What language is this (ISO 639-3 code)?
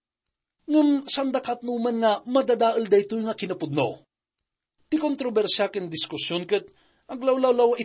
ilo